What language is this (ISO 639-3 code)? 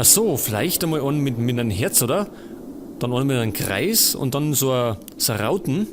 bar